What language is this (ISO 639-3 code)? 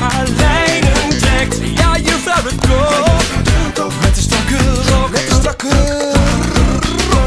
nld